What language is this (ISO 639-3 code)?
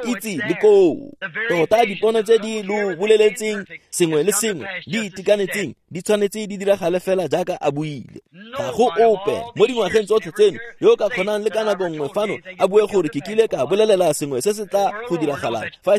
tsn